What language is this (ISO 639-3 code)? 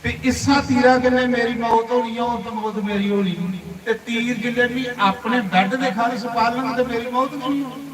doi